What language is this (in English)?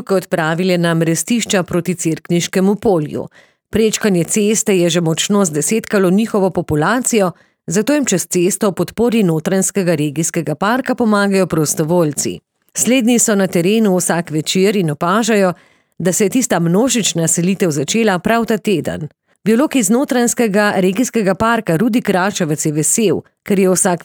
Slovenian